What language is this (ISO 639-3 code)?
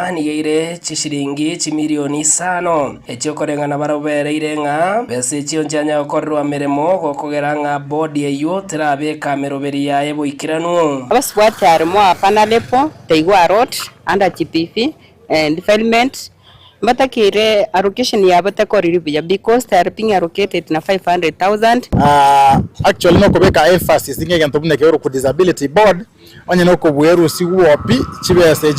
guz